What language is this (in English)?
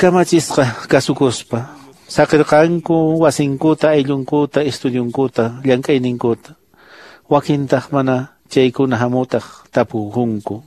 Quechua